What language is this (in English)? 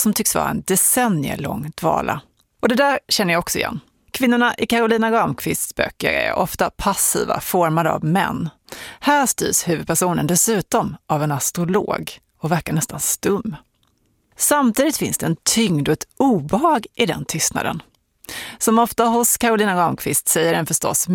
Swedish